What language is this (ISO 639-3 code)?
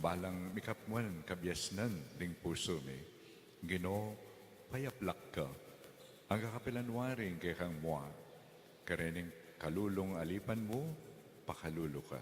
pam